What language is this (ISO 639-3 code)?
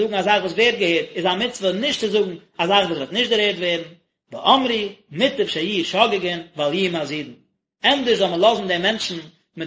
yid